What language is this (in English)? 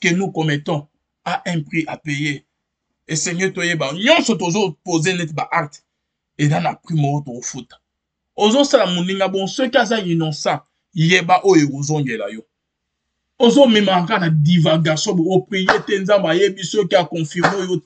Lingala